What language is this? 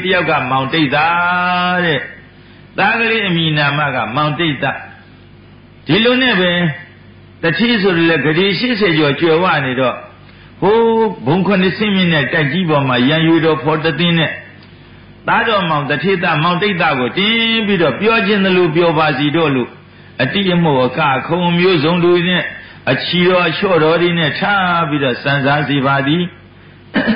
Burmese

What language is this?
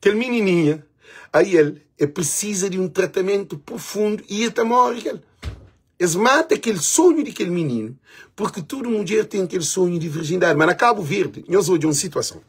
Kabuverdianu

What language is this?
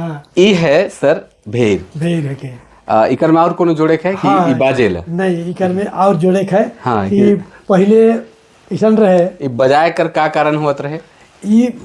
Sadri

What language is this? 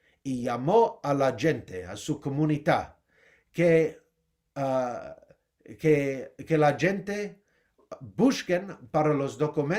Ladino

